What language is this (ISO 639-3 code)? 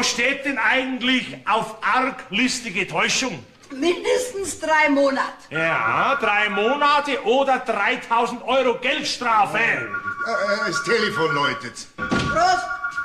bar